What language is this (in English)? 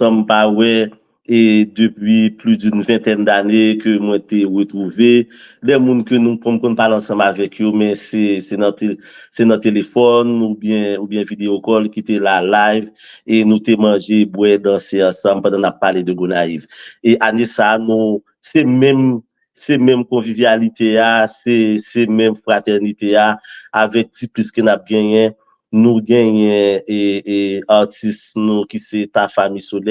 Haitian Creole